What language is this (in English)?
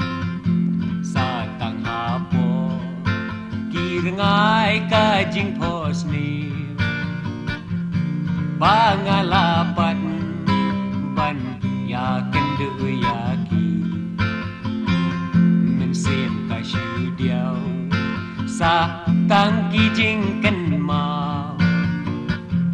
Khasi